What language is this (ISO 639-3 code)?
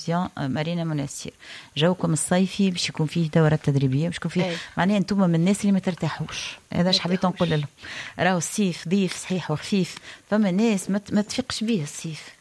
aeb